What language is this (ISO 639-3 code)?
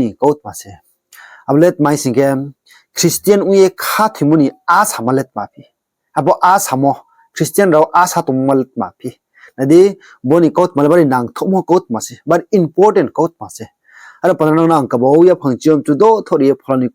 ria